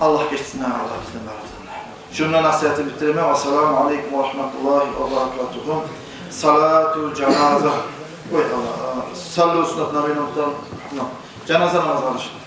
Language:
Kumyk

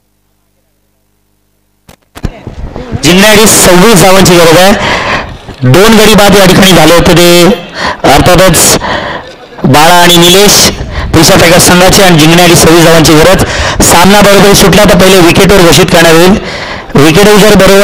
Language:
Marathi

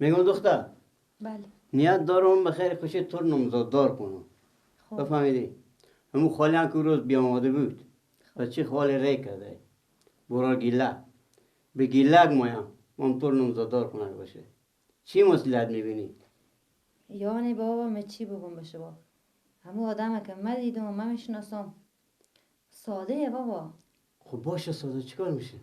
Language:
Persian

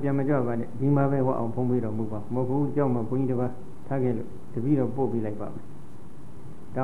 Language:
Burmese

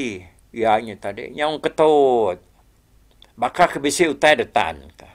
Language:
Iban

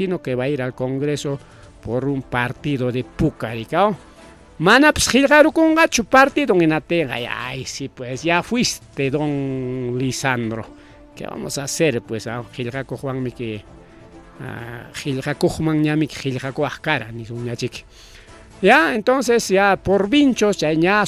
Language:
Ayacucho Quechua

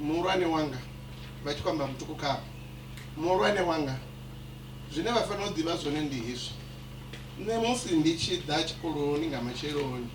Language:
Venda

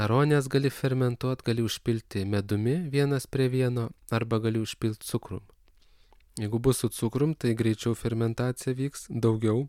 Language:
Lithuanian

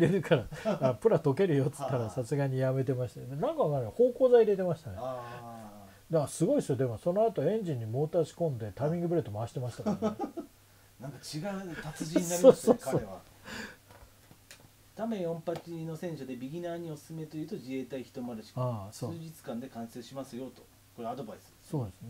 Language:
Japanese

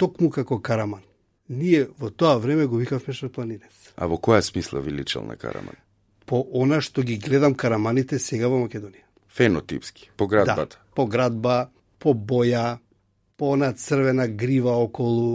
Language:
Macedonian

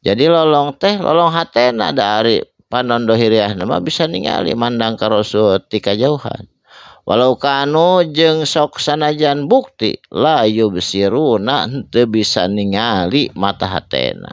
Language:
Sundanese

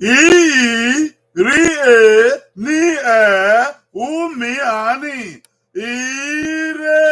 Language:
Bini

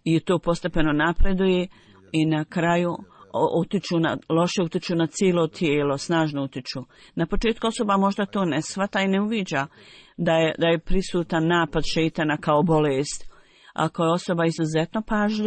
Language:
Bosnian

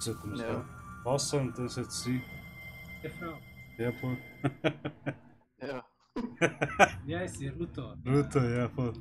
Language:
Swiss German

